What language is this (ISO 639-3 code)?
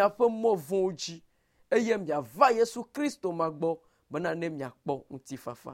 ewe